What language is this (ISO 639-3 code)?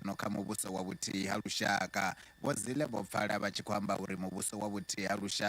ven